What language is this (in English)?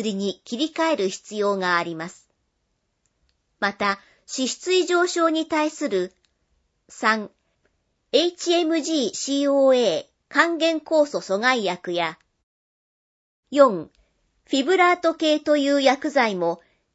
Japanese